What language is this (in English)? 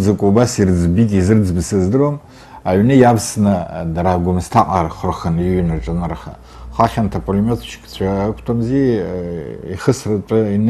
Abkhazian